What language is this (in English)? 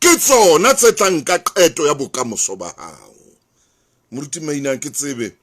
Southern Sotho